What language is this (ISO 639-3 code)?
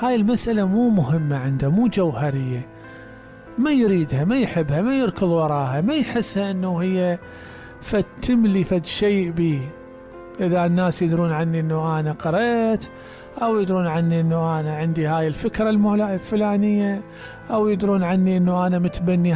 acm